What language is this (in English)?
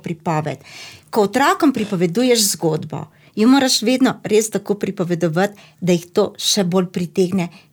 Slovenian